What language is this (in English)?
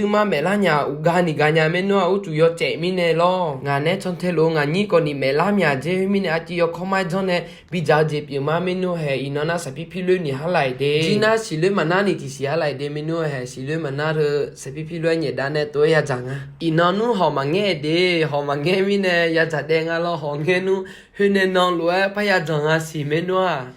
Akha